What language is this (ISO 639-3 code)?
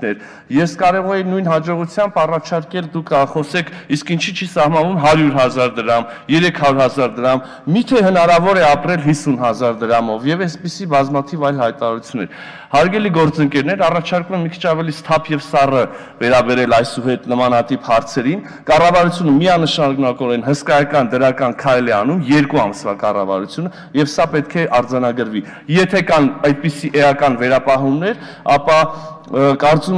hye